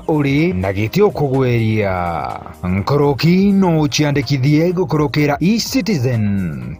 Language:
Meru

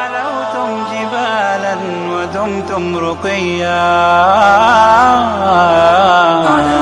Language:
Bosnian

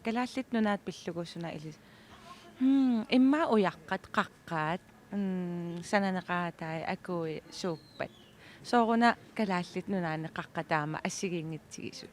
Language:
Kalaallisut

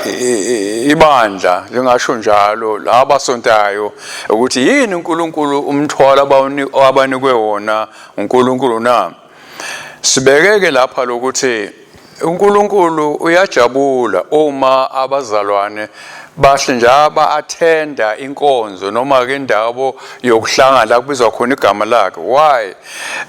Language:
Swati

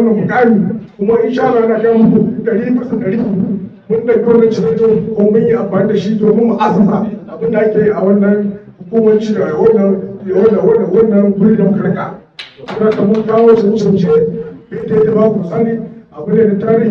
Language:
Hausa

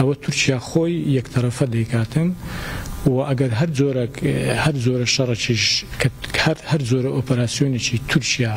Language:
Kurdish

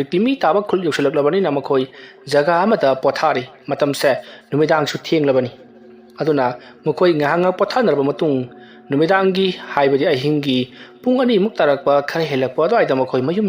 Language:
Manipuri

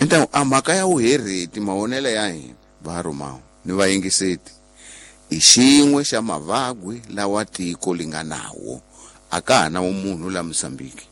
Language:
Tsonga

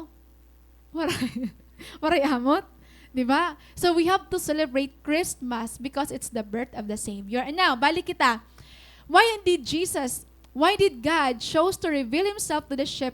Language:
Waray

